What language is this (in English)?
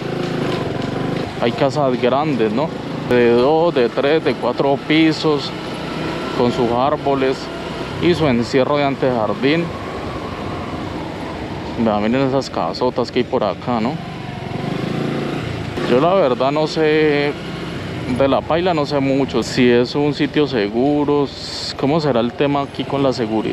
Spanish